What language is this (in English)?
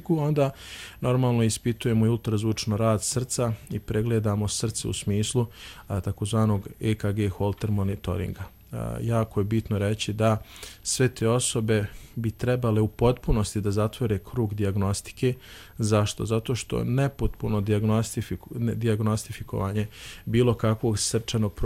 Croatian